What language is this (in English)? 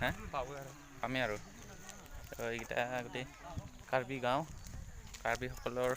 Assamese